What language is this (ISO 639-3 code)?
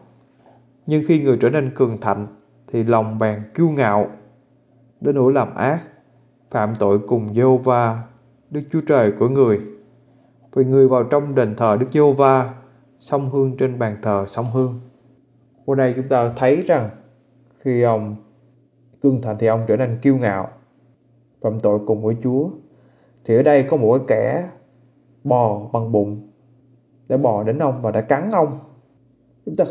vie